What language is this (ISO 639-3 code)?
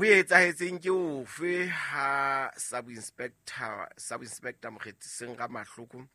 sot